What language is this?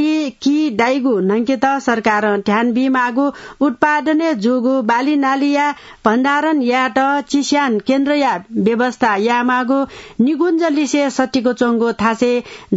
Newari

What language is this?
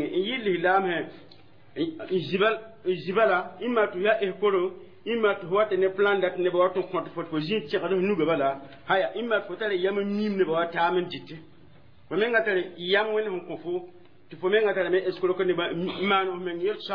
Mossi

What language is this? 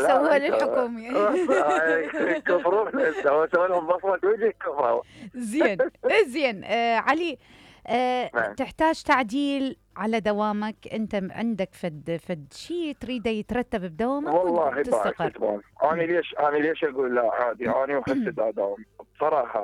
Mesopotamian Arabic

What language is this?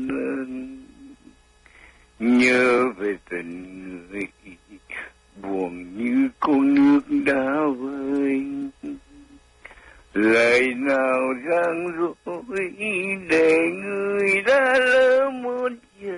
Vietnamese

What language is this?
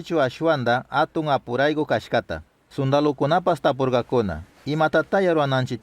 Chimborazo Highland Quichua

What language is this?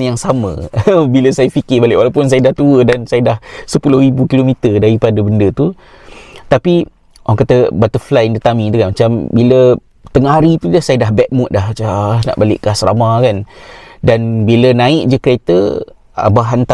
Malay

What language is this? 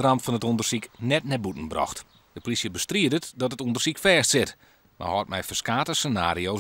Western Frisian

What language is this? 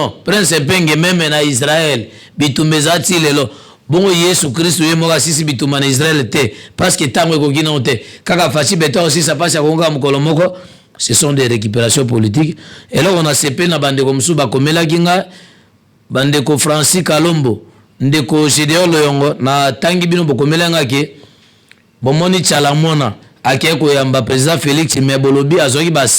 Lingala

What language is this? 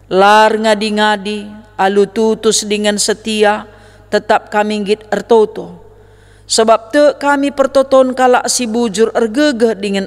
Batak Karo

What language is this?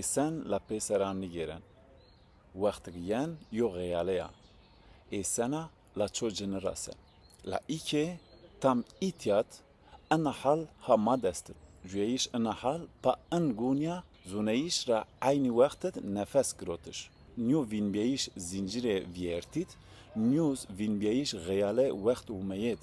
Zaza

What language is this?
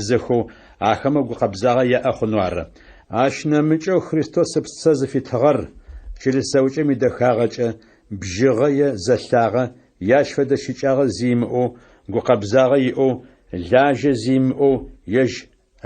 Adyghe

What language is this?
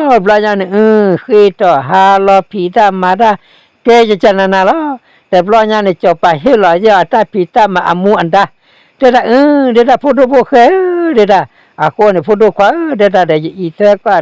S'gaw Karen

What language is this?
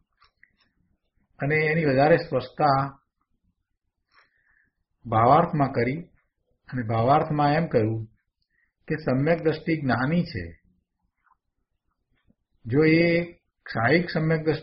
Gujarati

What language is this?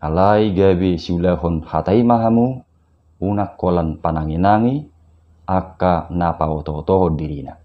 Batak Toba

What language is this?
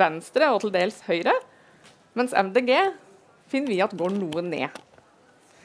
Norwegian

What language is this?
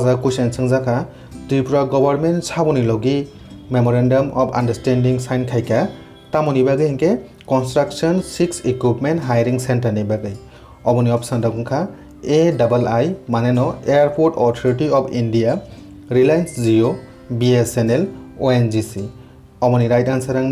Kok Borok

